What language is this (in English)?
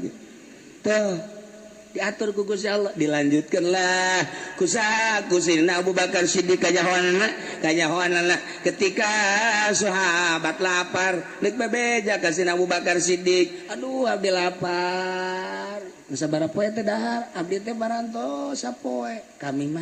Sundanese